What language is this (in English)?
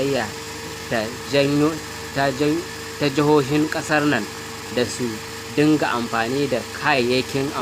Hausa